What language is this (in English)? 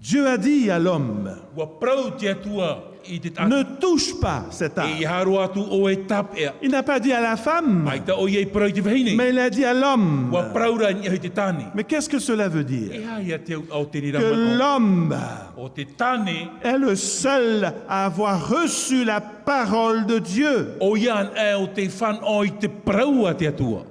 Tahitian